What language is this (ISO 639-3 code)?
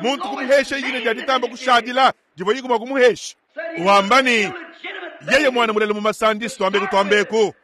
lua